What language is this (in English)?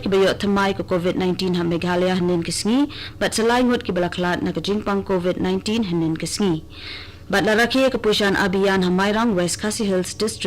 Khasi